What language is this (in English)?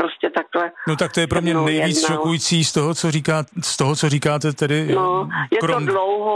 Czech